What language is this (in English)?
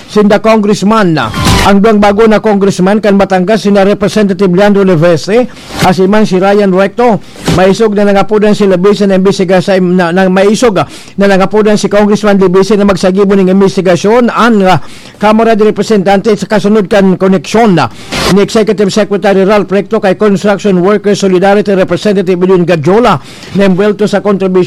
Bikol